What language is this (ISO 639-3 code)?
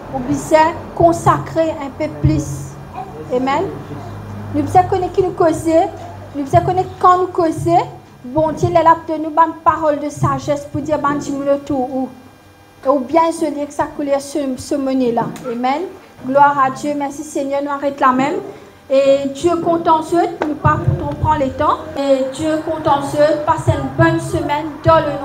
mfe